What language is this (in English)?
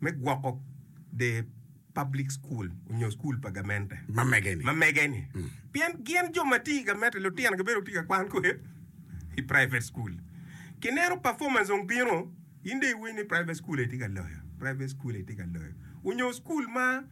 Acoli